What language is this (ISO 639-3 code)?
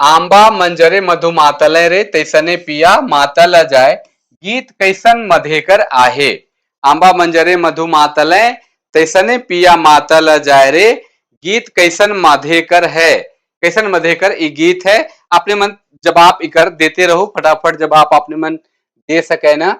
sck